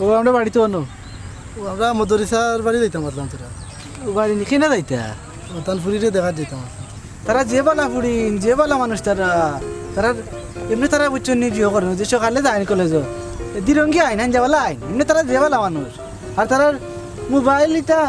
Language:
Sylheti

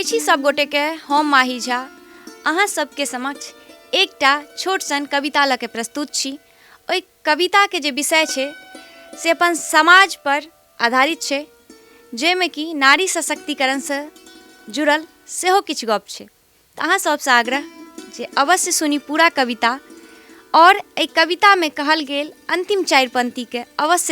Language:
Maithili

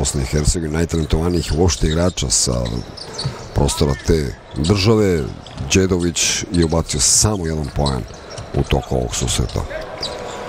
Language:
Serbian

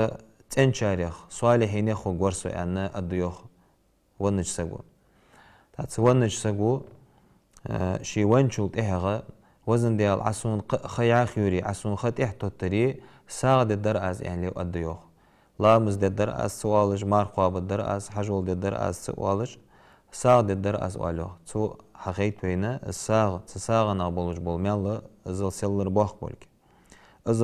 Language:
Ingush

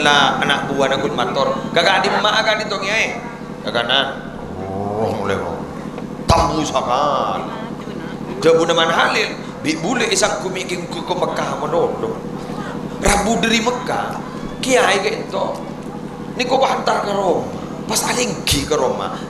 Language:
Madurese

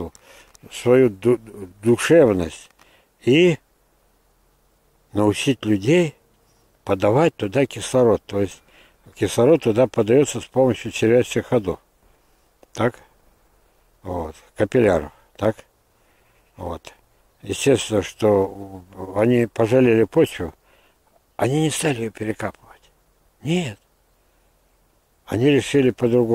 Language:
Russian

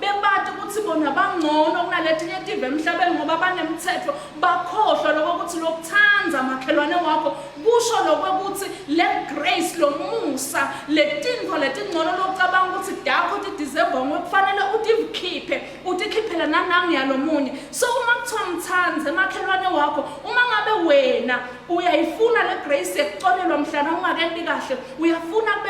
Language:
Swati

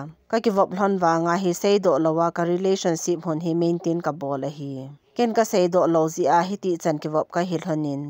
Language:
Thado Chin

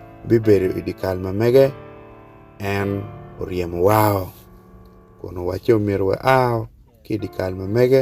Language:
Acoli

